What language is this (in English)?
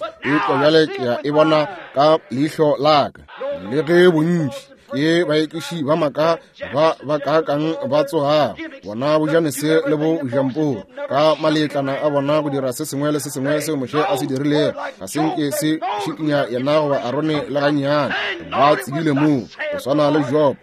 Northern Sotho